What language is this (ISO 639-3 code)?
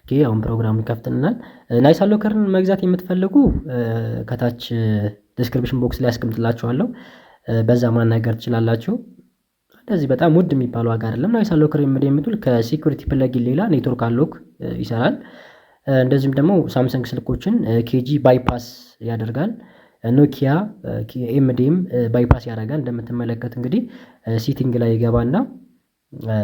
amh